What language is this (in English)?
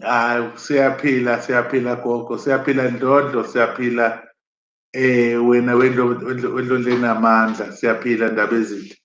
Zulu